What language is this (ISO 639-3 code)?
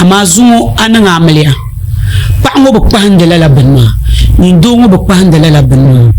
dag